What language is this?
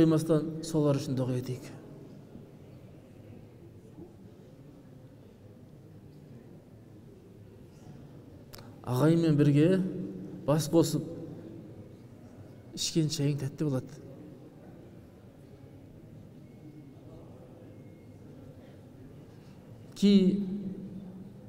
Kazakh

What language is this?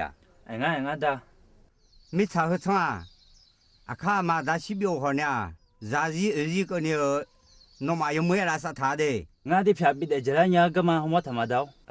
Akha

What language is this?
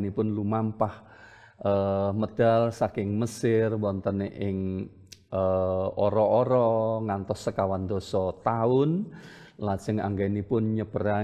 Javanese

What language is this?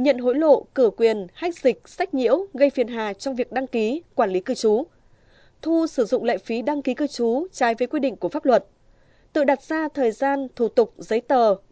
Vietnamese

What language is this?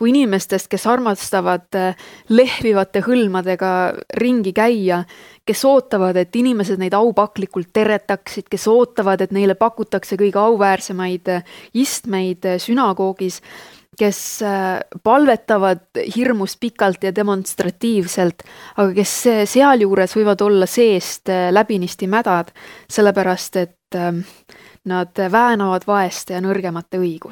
Estonian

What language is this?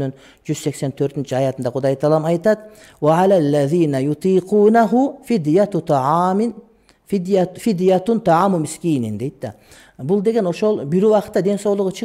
Kyrgyz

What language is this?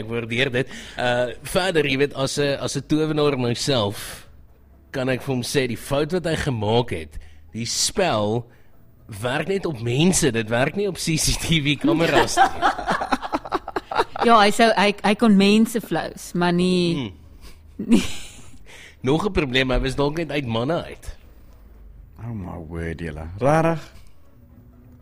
Afrikaans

